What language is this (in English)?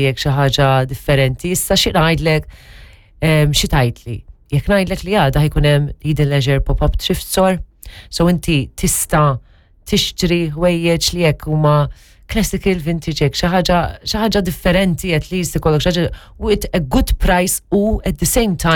Maltese